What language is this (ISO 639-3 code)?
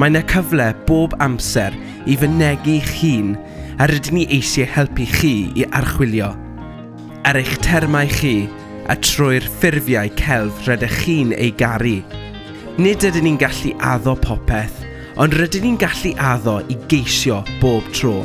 cym